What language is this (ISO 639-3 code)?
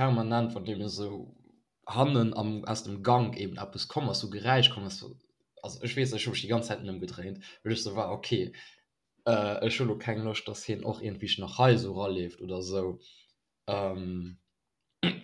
ltz